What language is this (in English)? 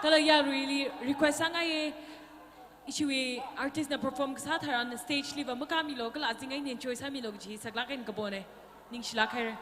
Tangkhul Naga (India)